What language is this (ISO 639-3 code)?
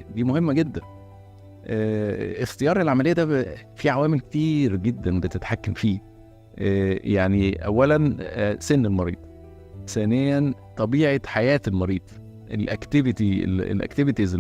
arz